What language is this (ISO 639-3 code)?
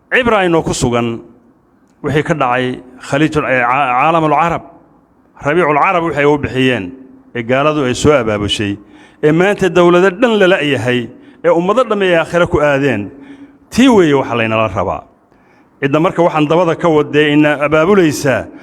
som